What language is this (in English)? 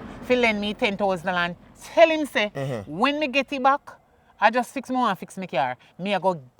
Jamaican Creole English